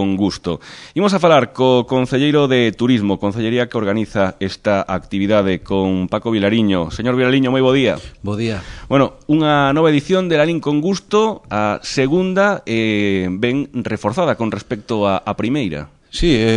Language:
Galician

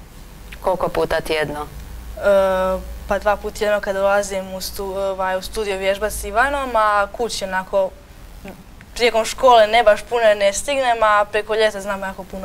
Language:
Croatian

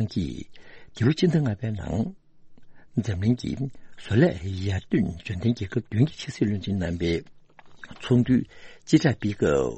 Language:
Tibetan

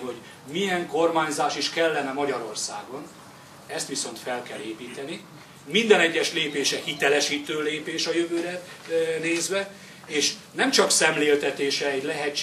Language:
Hungarian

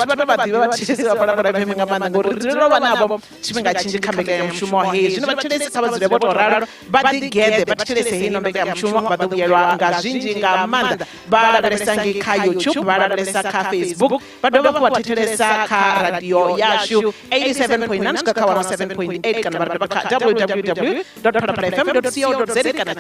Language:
Venda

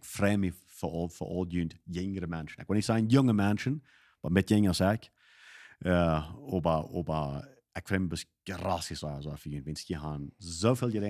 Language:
Plautdietsch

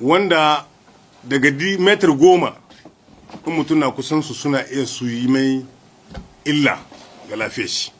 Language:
Hausa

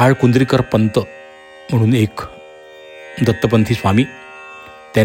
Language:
Marathi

